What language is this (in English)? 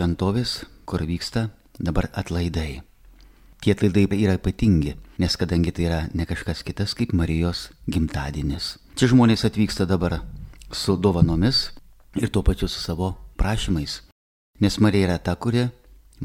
Lithuanian